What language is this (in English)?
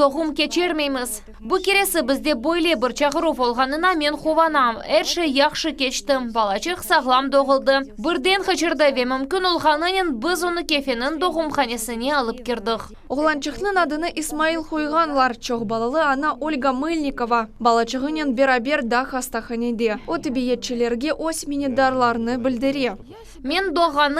Crimean Tatar